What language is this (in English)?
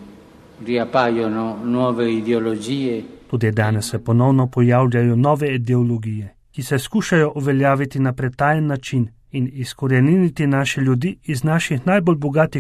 Slovenian